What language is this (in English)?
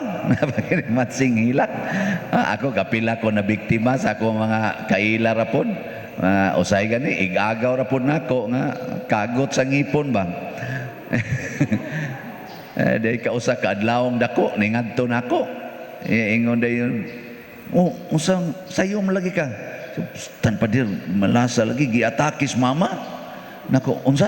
Cebuano